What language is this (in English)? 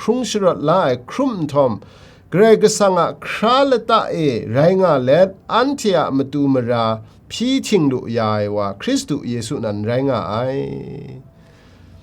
Kachin